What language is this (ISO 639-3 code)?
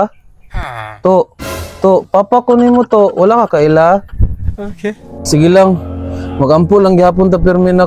ceb